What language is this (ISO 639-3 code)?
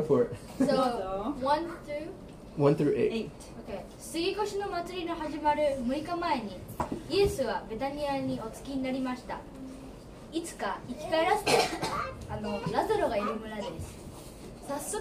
jpn